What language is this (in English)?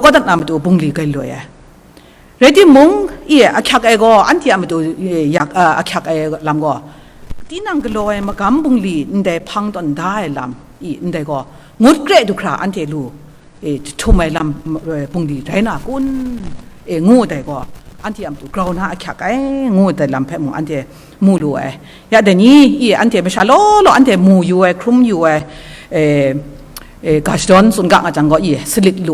Kachin